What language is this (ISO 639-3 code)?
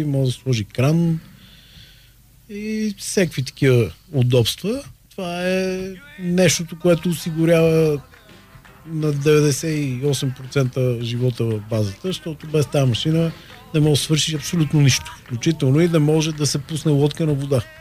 bul